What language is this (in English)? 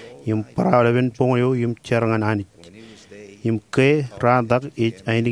Marshallese